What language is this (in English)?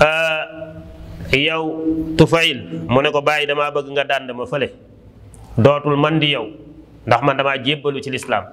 Wolof